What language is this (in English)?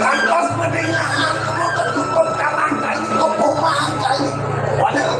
Balinese